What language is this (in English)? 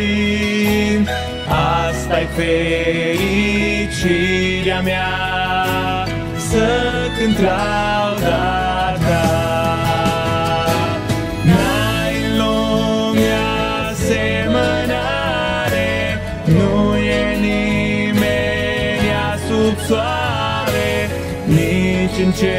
Romanian